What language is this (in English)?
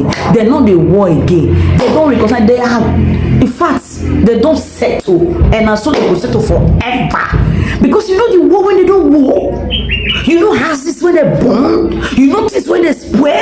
Nigerian Pidgin